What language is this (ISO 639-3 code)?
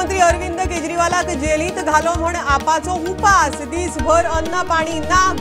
kok